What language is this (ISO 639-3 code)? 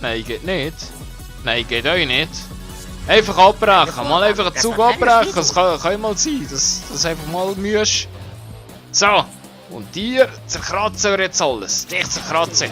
gsw